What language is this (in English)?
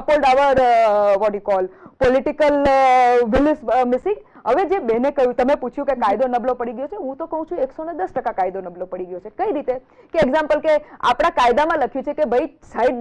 Gujarati